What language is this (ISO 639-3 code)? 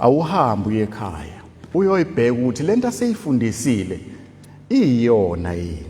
zul